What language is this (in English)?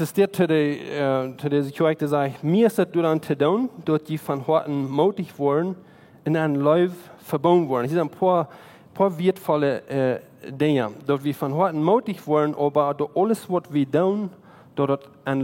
Plautdietsch